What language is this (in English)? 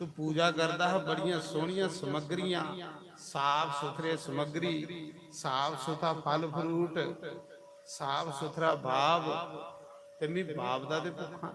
Dogri